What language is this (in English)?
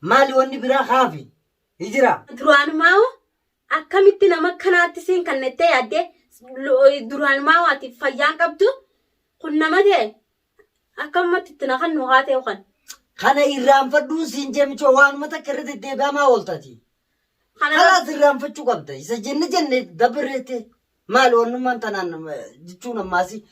Oromo